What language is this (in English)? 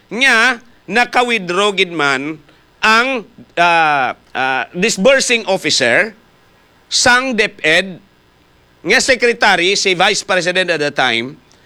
Hiligaynon